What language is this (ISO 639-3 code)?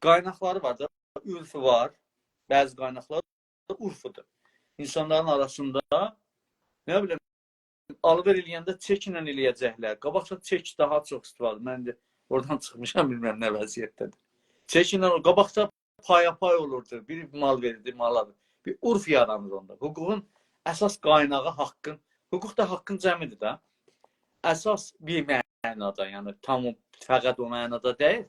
azb